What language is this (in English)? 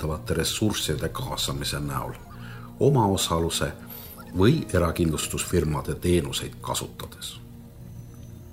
Estonian